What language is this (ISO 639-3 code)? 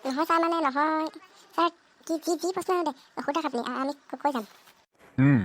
asm